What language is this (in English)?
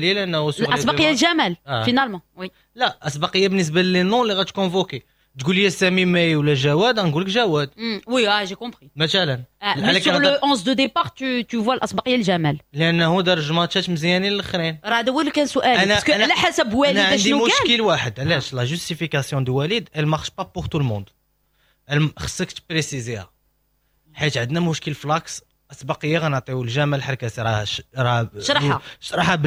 Moroccan Arabic